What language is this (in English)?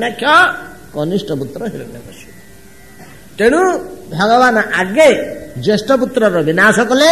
Odia